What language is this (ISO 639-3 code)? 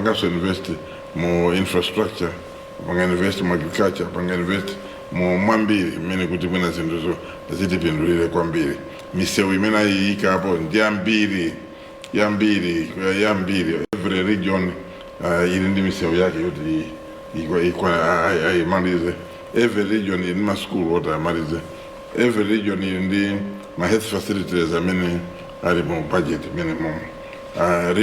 nya